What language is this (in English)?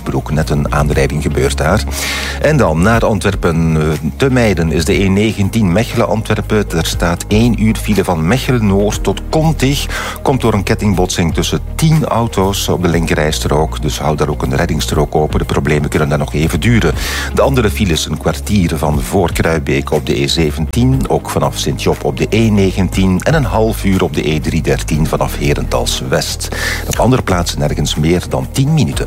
Dutch